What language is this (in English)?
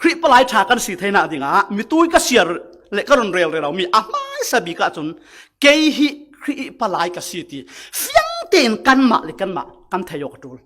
Falam Chin